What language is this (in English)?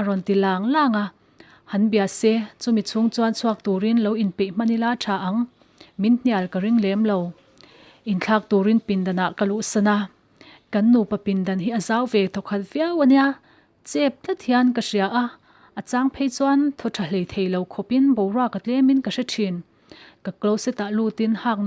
Mizo